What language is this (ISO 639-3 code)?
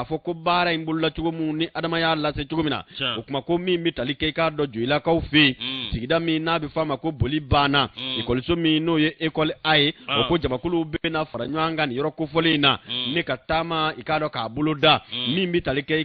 bam